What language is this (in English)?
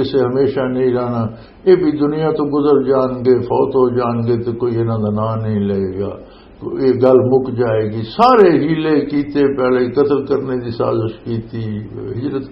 Western Panjabi